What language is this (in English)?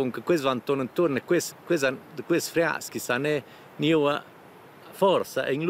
Romansh